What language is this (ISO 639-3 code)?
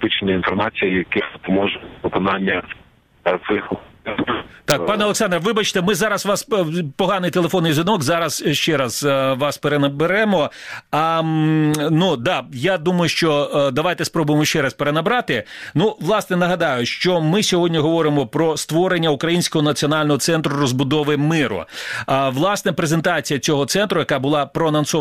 ukr